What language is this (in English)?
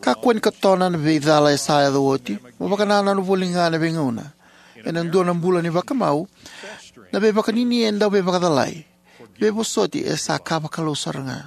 Fijian